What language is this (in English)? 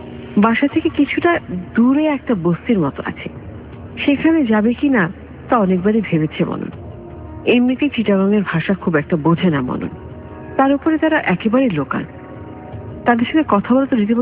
Bangla